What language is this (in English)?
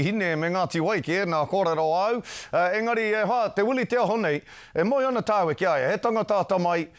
Māori